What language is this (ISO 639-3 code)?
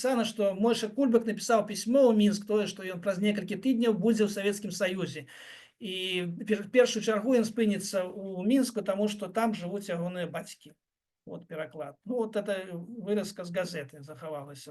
bel